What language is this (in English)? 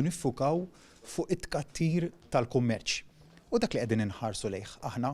Maltese